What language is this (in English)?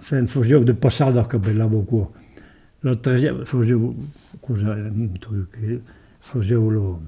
Occitan